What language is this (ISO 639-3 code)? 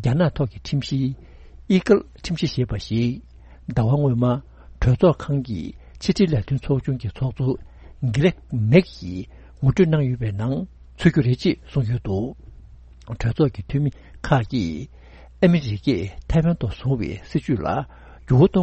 bod